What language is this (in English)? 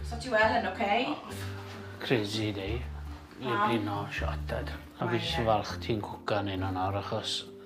Welsh